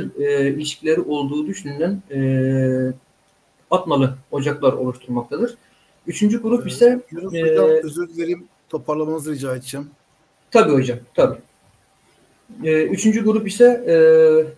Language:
Turkish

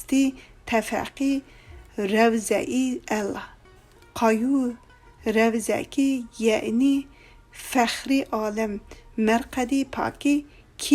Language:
Uyghur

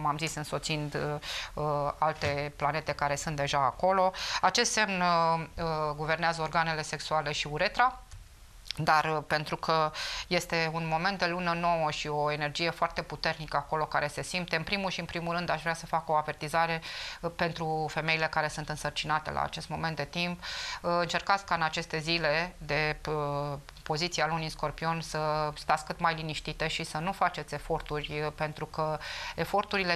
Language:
Romanian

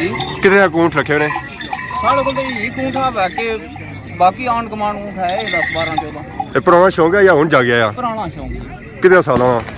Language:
Pahari-Potwari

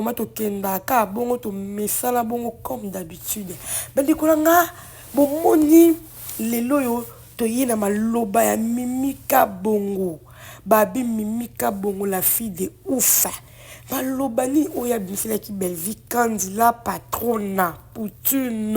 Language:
Lingala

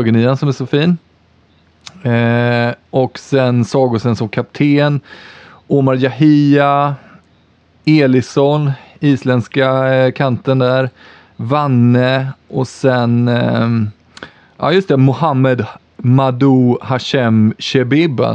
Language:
Swedish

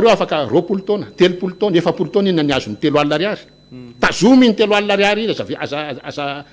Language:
Malagasy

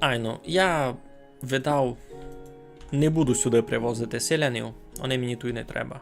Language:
Rusyn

